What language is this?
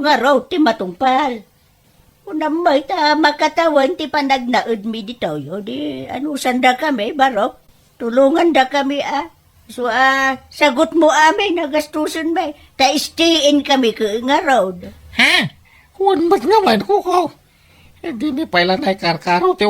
Iloko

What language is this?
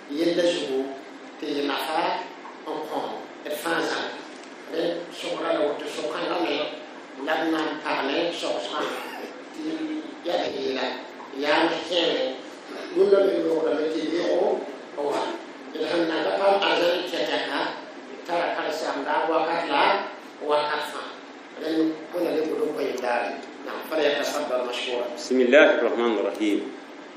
Mossi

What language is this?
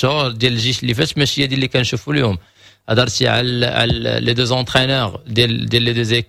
Moroccan Arabic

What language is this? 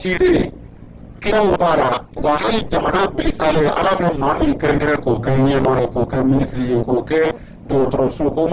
Bambara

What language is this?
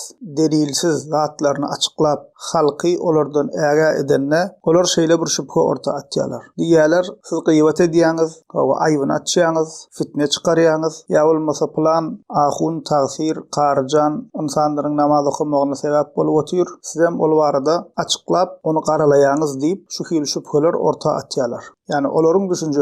Turkmen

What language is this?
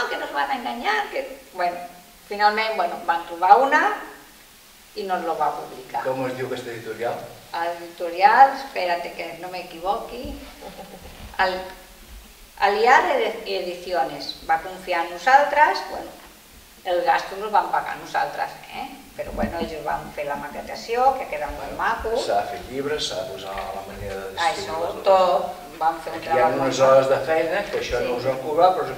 Catalan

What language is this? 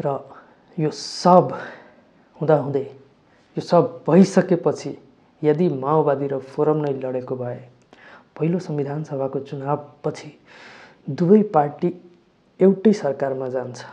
Nepali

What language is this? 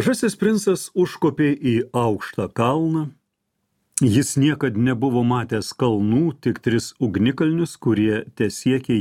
Lithuanian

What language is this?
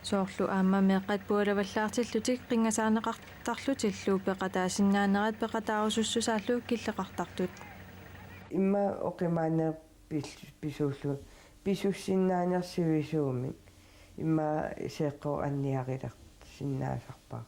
Kalaallisut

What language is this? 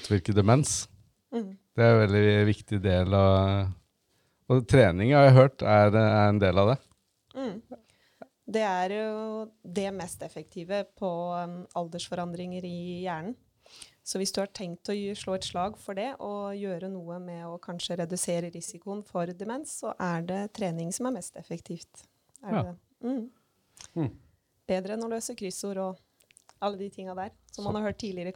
Norwegian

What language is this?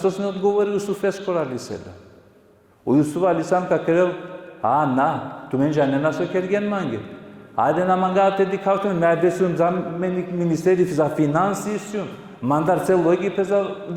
Balkan Romani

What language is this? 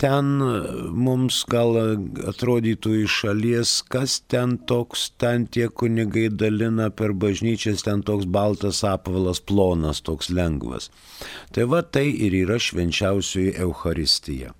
Lithuanian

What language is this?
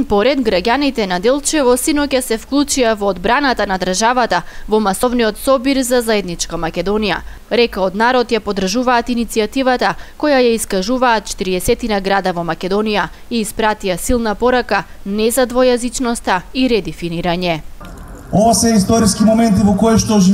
Macedonian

